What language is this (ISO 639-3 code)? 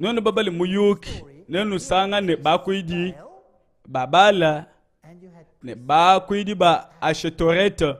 lua